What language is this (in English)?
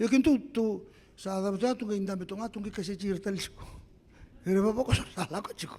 Fijian